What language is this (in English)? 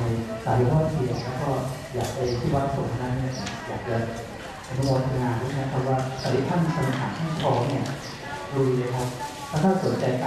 Thai